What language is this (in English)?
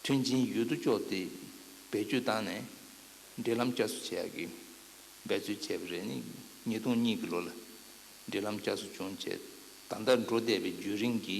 Tibetan